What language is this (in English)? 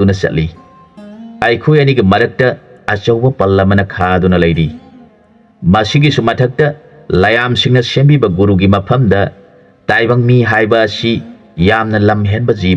Manipuri